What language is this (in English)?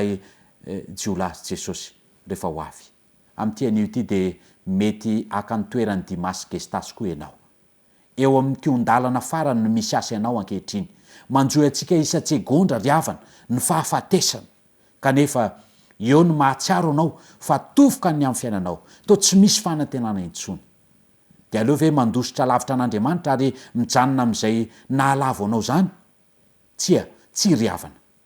Malagasy